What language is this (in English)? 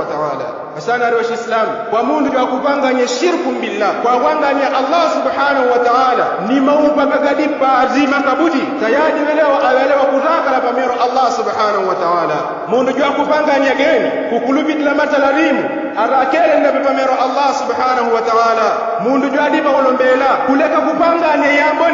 Yao